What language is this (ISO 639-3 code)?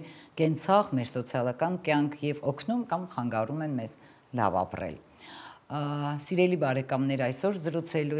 hye